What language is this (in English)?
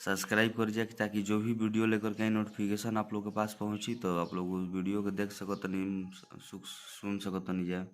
Bhojpuri